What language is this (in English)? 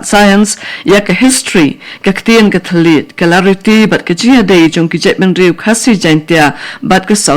Khasi